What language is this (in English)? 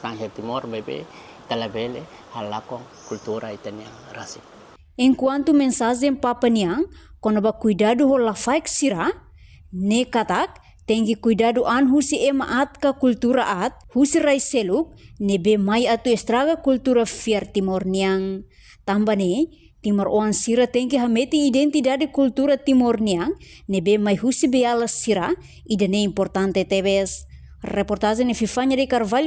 Tetum